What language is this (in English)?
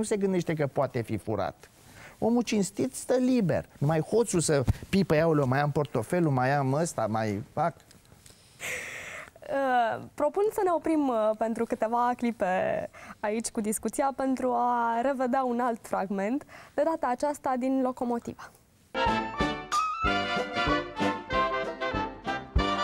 Romanian